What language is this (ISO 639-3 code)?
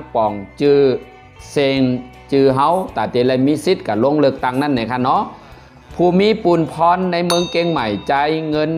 shn